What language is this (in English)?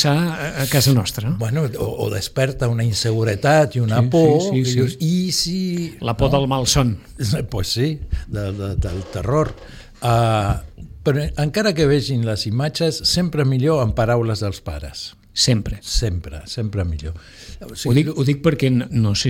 Catalan